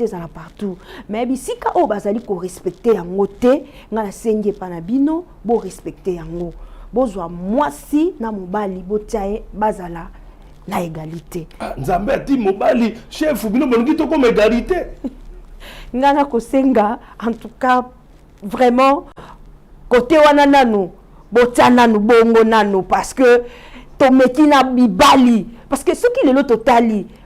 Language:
Lingala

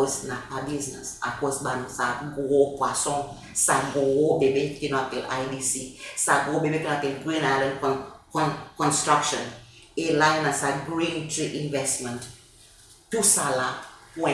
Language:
Seselwa Creole French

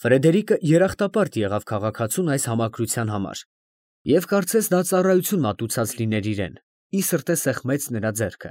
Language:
Armenian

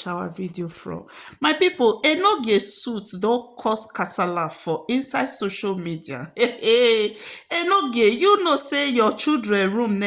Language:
Nigerian Pidgin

